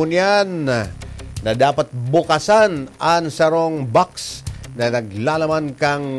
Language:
Bikol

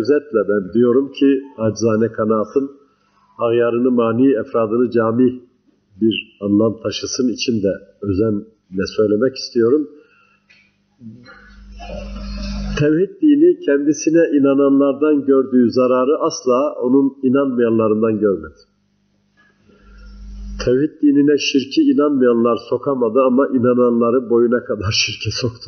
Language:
Turkish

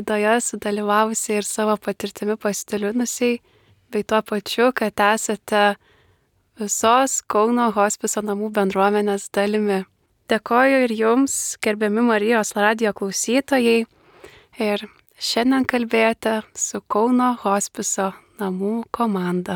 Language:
Lithuanian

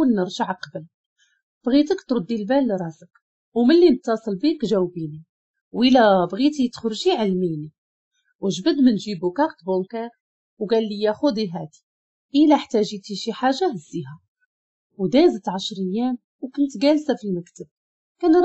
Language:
Moroccan Arabic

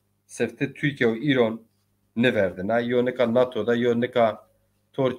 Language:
Zaza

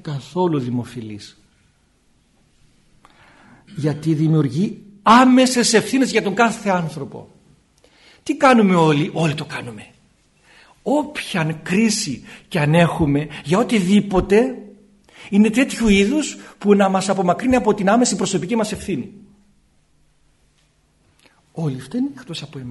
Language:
Greek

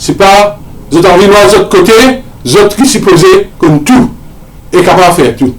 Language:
Morisyen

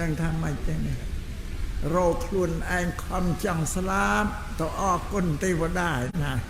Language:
Khmer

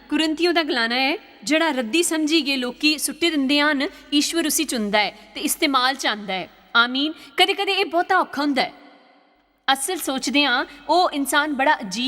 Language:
Dogri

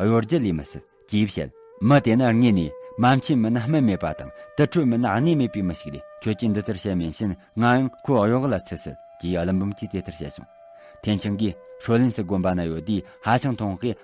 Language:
Tibetan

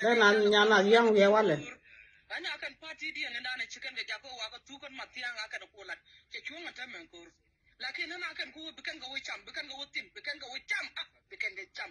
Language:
Nuer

